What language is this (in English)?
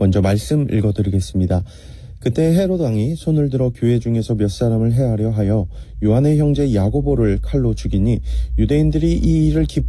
Korean